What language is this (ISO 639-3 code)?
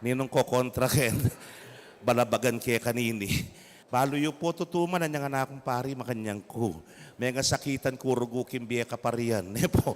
pam